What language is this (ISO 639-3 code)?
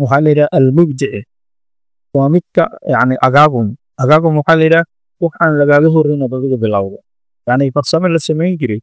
som